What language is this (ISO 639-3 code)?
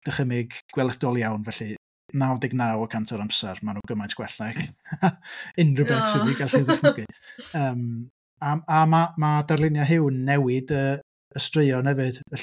cym